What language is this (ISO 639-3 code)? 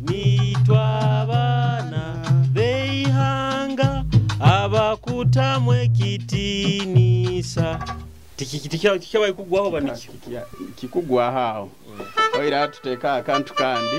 nyo